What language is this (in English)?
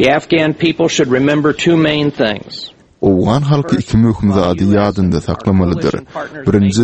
Turkmen